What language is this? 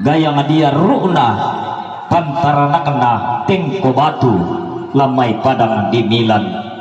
Toraja-Sa'dan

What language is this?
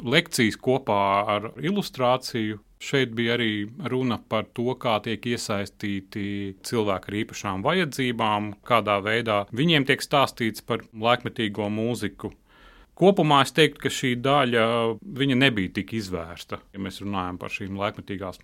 Latvian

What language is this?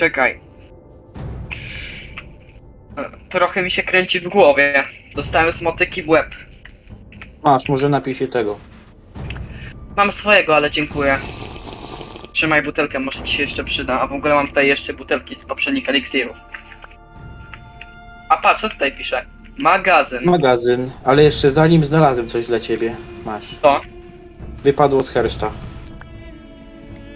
Polish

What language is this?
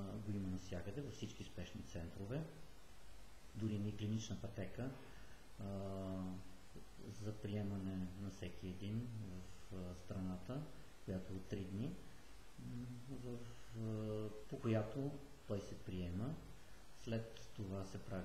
Bulgarian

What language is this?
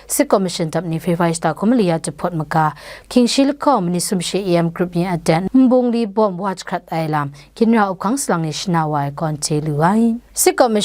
Kachin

